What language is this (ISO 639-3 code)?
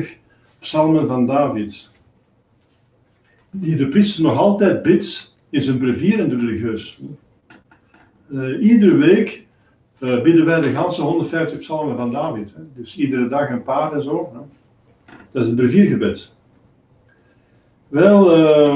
nld